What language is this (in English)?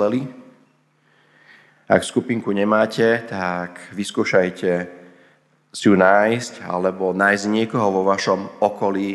Slovak